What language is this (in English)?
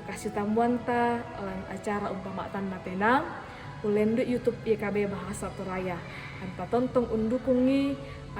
Toraja-Sa'dan